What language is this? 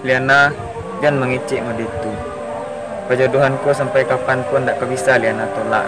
Minangkabau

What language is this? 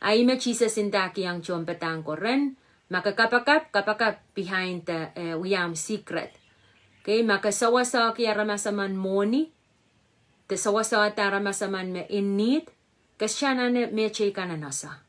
Pohnpeian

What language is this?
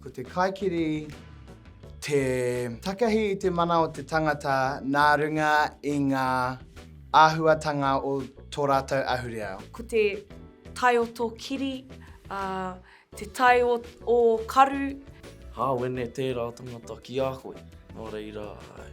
Māori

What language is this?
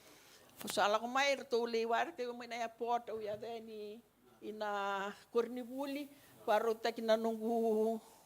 Fijian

